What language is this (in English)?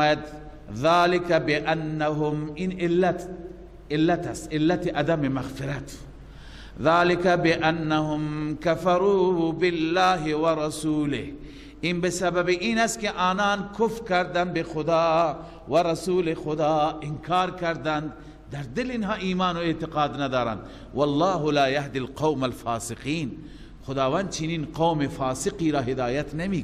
Persian